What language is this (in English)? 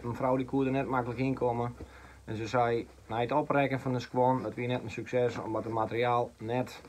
Western Frisian